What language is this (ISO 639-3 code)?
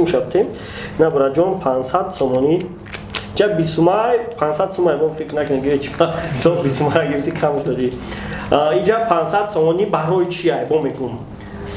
tgk